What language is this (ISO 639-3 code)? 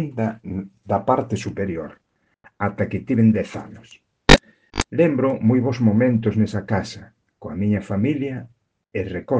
glg